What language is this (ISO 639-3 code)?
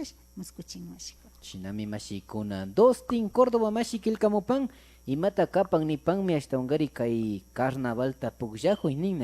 qvi